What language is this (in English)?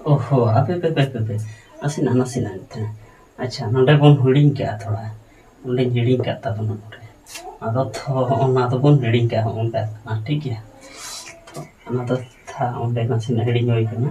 Santali